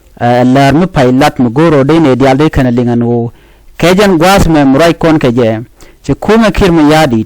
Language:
Nuer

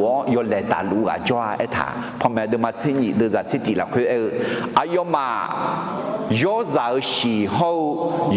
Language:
Akha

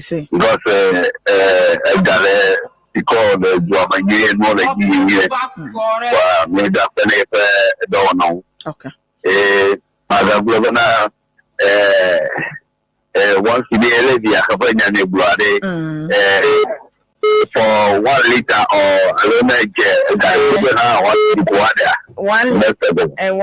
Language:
Ewe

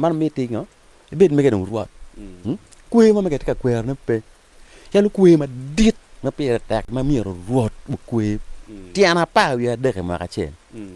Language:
Acoli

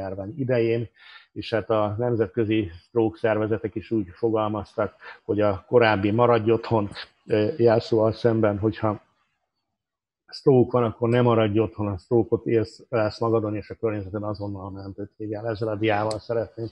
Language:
Hungarian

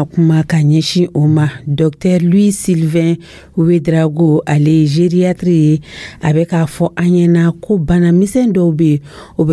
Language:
Dyula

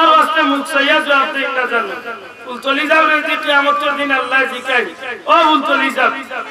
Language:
Sylheti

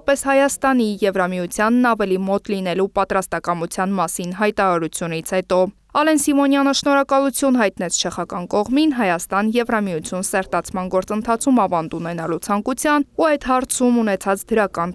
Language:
Armenian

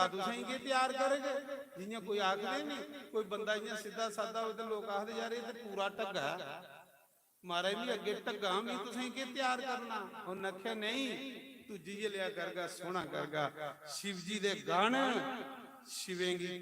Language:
Dogri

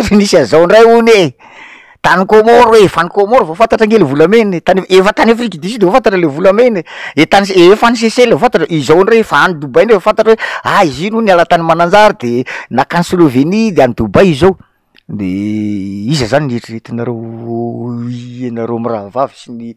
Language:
Malagasy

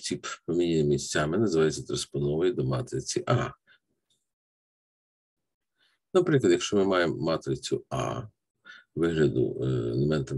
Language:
Ukrainian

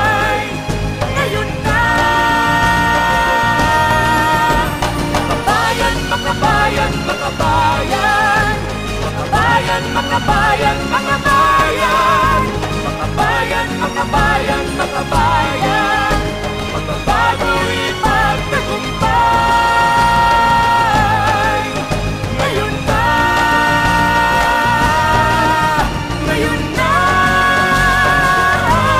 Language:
Filipino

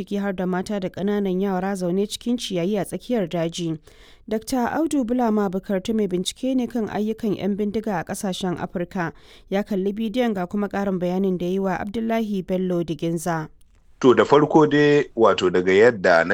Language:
Hausa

